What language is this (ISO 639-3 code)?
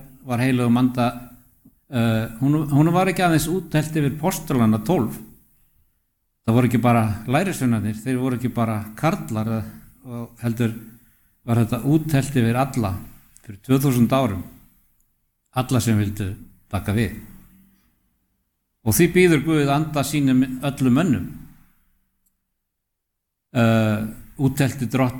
isl